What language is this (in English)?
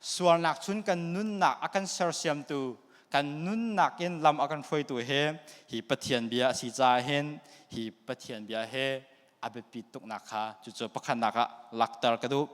Hakha Chin